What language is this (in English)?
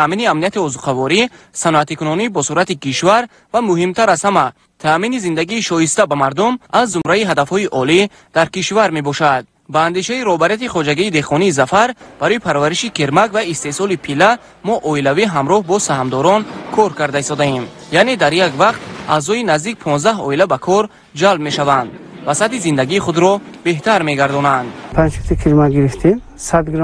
Tajik